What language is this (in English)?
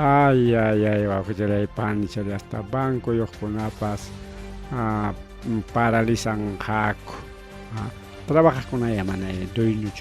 Ayacucho Quechua